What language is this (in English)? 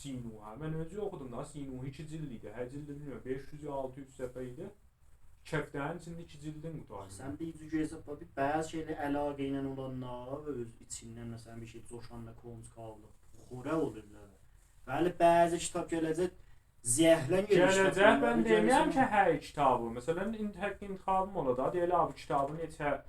South Azerbaijani